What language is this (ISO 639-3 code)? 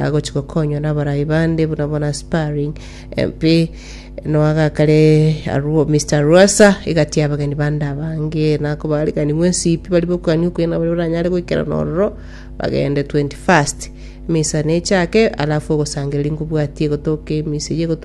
guz